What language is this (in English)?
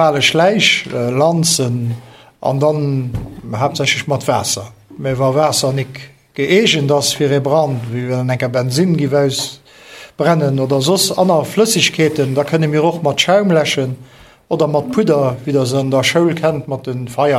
Luxembourgish